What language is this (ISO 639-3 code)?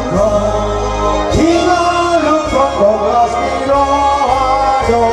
bbc